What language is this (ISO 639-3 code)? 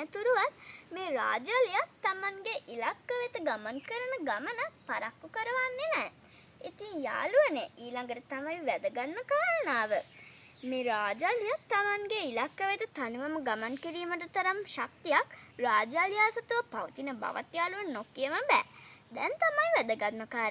sin